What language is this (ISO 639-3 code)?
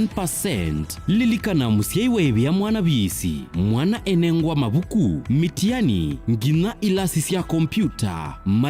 kam